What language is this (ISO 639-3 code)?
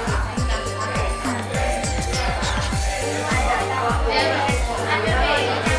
vie